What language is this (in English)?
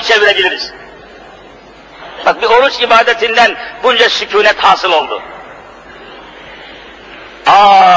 Turkish